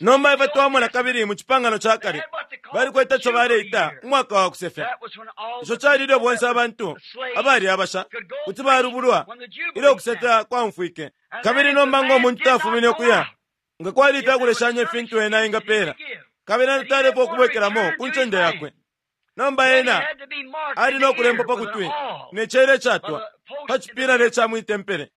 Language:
Bemba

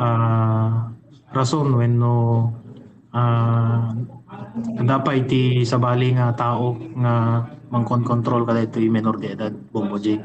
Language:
Iloko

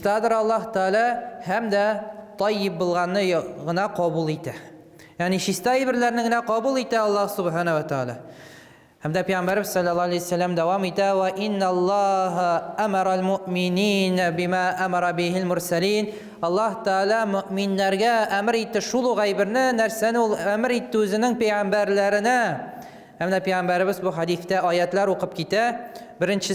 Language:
Tatar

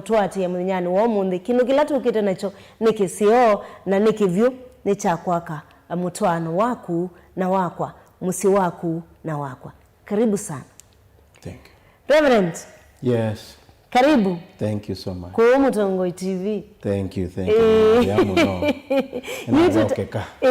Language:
Kamba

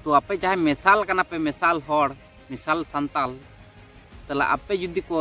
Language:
Santali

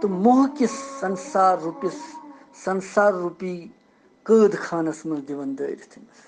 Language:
Kashmiri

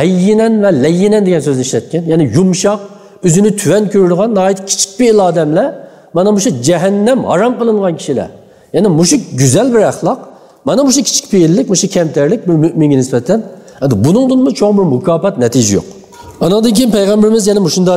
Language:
Uyghur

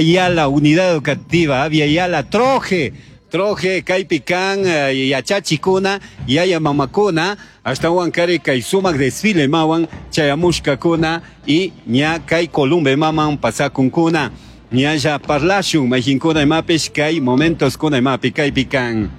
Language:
Chimborazo Highland Quichua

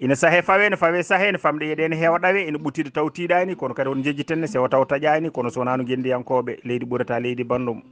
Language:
Fula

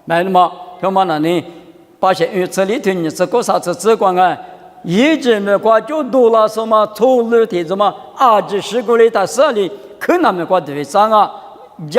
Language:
Lisu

